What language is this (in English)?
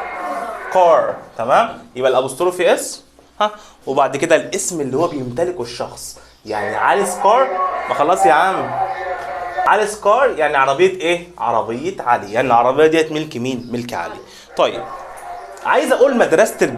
Egyptian Arabic